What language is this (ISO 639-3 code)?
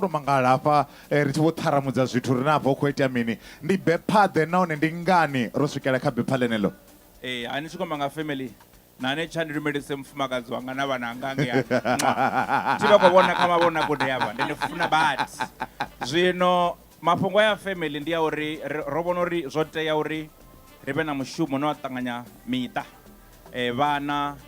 ven